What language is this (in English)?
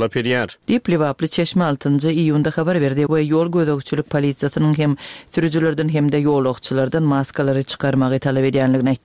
Turkmen